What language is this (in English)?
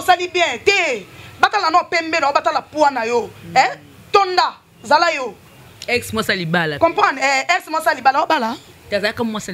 Lingala